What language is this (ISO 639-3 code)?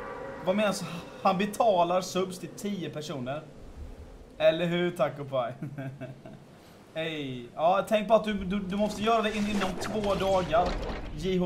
swe